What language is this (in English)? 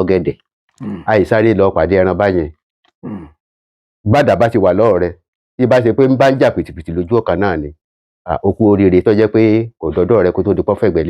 Yoruba